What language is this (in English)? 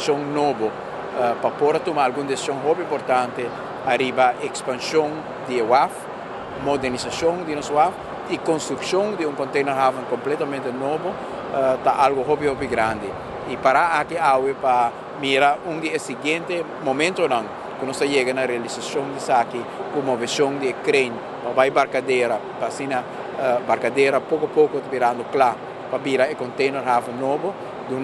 Papiamento